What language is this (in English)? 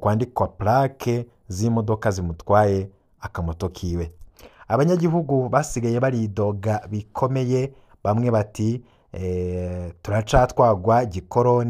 Rundi